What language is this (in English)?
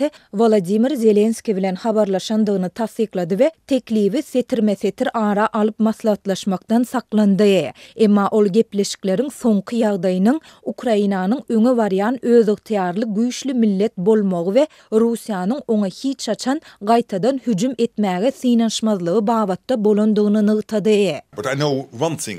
Turkmen